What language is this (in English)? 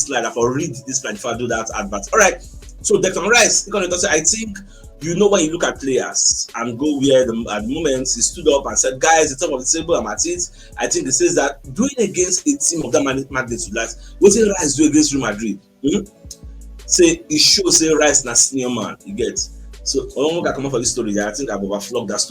Nigerian Pidgin